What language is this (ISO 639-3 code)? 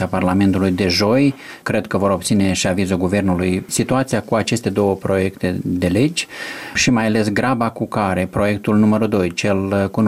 ron